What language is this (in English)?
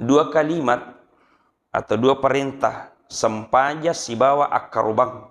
Buginese